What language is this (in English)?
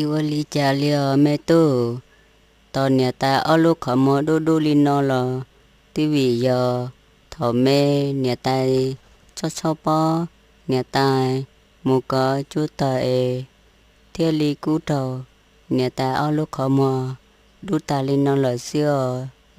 Hmong